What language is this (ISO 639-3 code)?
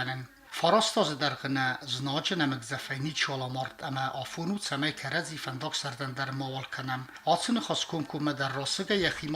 oss